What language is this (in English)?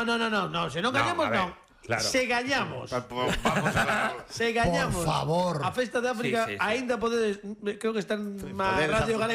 Galician